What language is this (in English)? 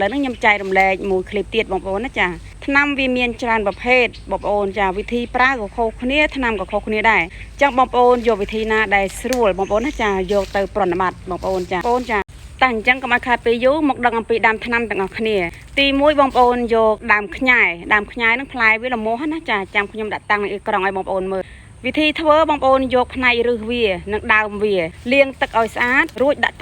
Khmer